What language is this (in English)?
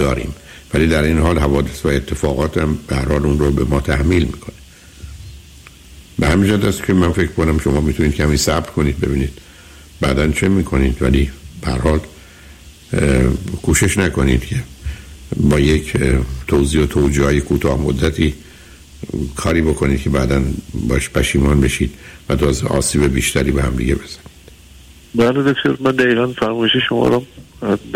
Persian